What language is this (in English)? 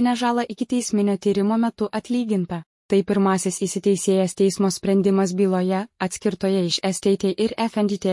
Lithuanian